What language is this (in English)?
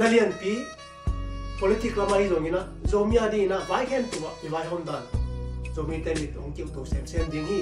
Tedim Chin